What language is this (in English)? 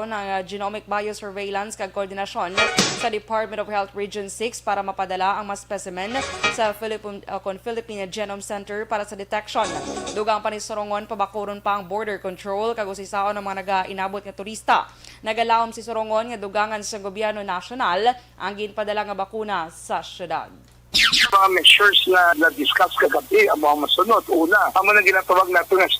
Hiligaynon